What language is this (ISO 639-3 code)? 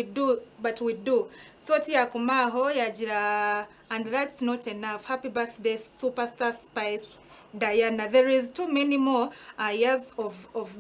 nyn